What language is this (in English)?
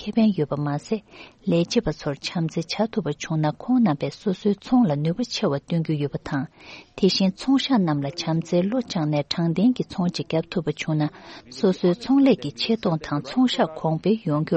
Tibetan